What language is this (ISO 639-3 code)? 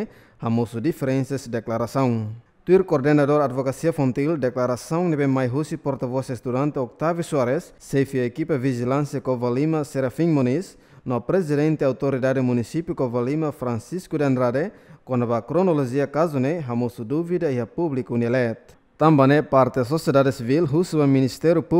tet